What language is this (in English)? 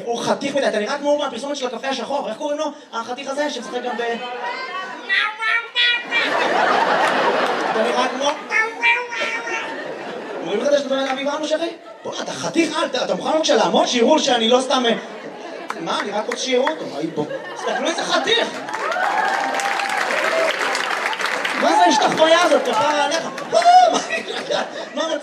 Hebrew